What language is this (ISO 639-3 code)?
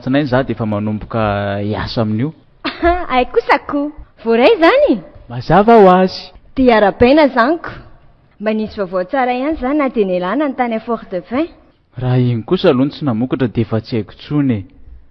mlg